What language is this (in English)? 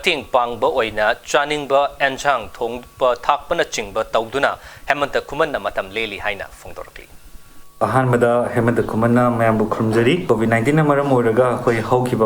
Manipuri